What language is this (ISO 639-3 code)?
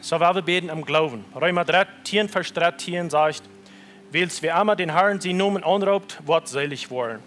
pdt